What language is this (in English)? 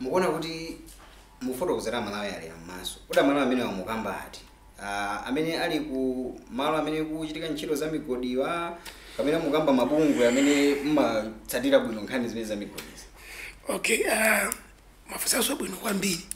Nyanja